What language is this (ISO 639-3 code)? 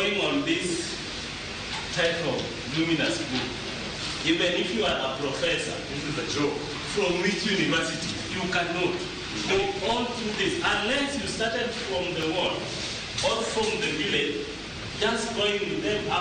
luo